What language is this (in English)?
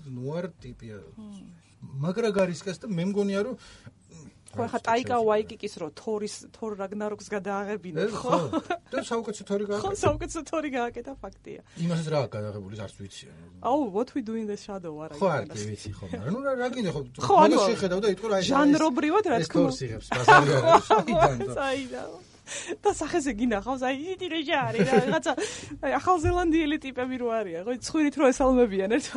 Georgian